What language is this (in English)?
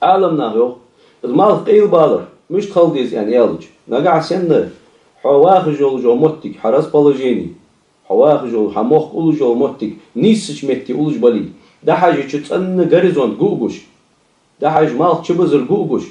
Ingush